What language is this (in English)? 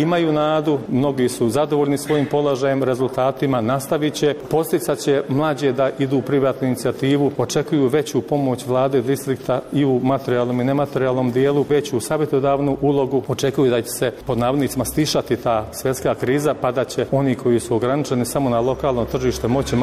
Bosnian